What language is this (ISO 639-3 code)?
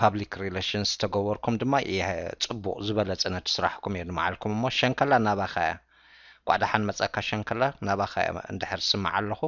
tir